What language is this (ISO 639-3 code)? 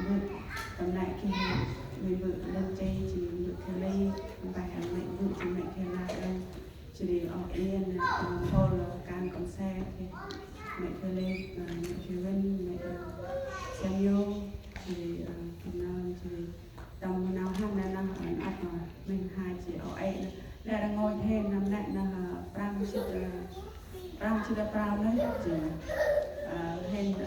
cmo